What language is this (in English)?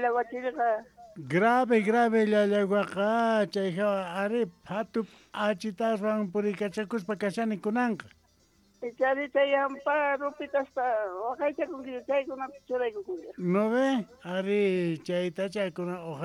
South Bolivian Quechua